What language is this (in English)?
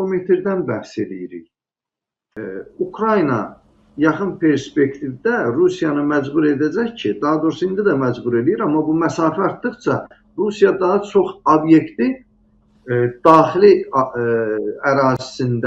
Azerbaijani